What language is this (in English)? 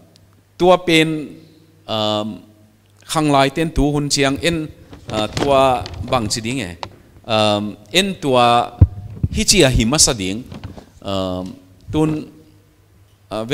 Paite Chin